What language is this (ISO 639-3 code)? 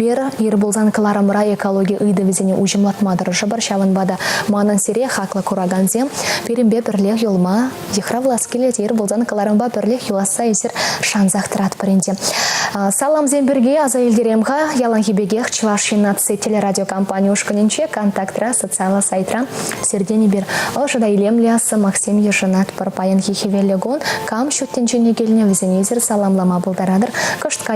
chv